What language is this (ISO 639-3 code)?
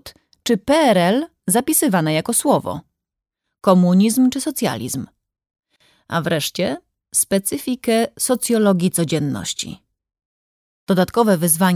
pol